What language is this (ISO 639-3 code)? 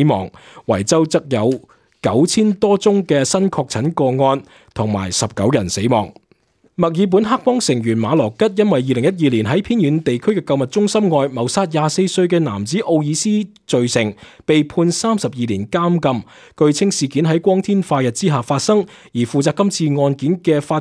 yue